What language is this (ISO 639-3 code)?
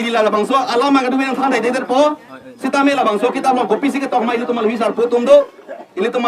mjw